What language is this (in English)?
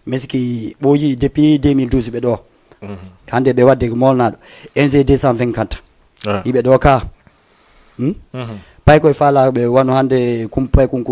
Fula